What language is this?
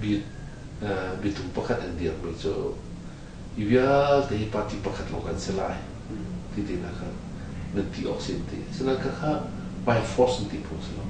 Hakha Chin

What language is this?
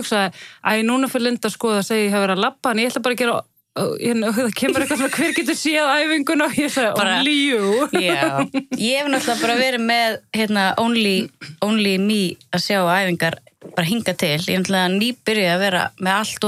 Icelandic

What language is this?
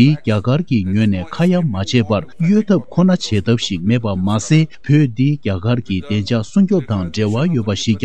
Tibetan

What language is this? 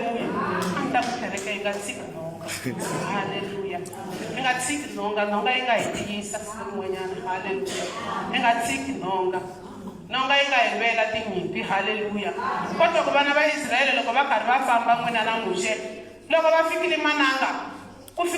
Tsonga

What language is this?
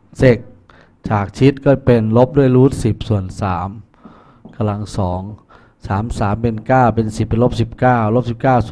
Thai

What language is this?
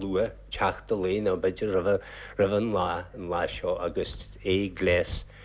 Irish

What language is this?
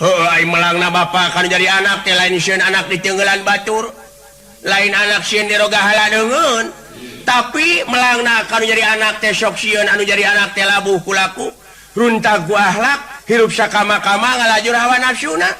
Sundanese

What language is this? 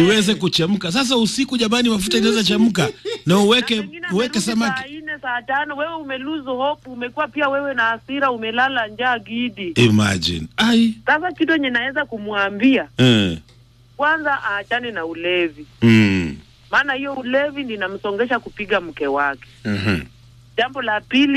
Swahili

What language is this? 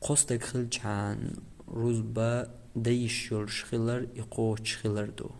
Chechen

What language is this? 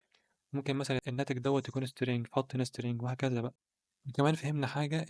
Egyptian Arabic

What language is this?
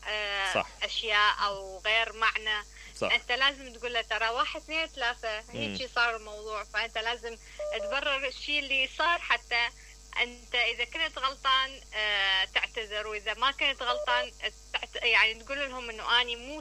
Mesopotamian Arabic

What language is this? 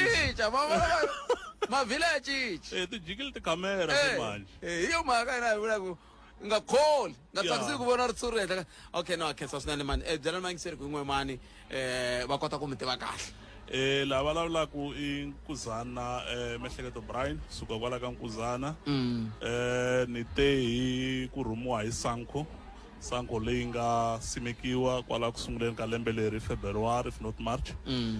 Tsonga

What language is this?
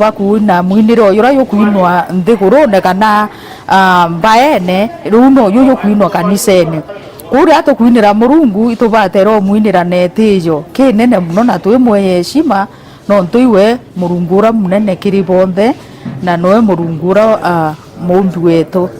Meru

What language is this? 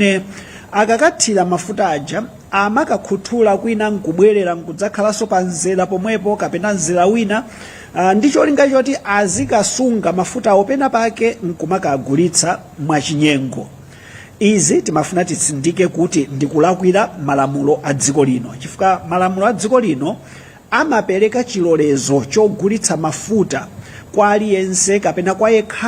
Nyanja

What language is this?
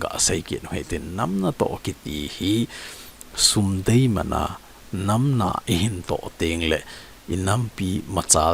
Thado Chin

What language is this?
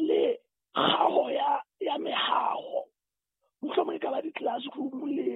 Southern Sotho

